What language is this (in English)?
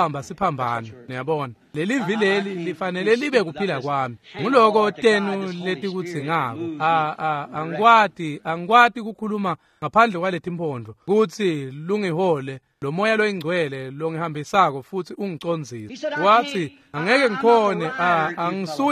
Swati